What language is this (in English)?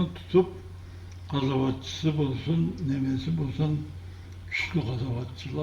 Karachay-Balkar